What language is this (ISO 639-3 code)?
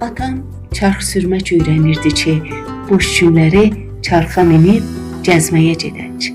azb